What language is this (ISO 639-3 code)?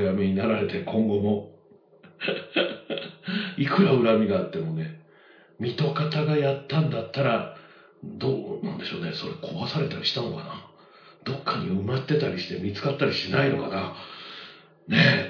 jpn